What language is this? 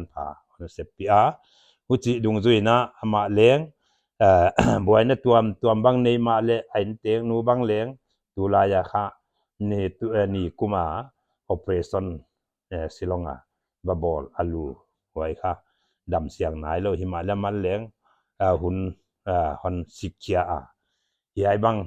Paite Chin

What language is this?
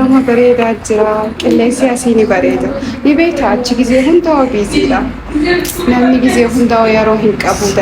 Oromo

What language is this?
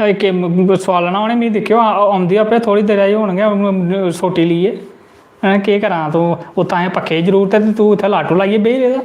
Dogri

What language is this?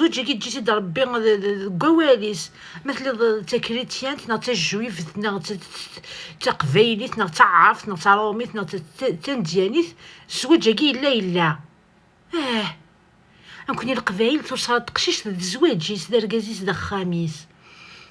Kabyle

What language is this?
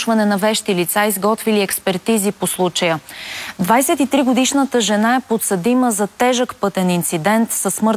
Bulgarian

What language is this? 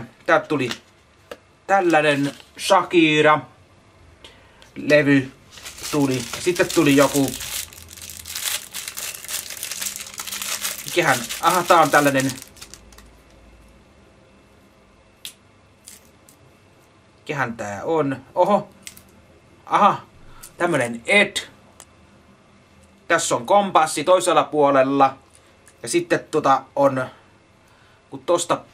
Finnish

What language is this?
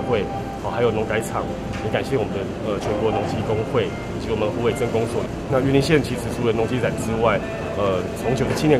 Chinese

